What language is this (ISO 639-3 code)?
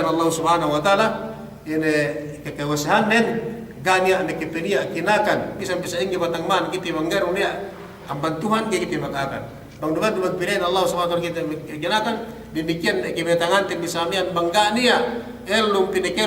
yka